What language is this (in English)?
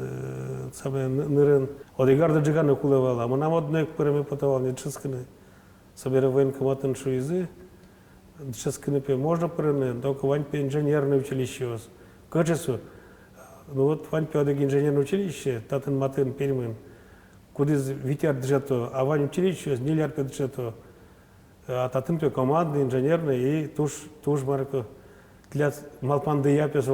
Udmurt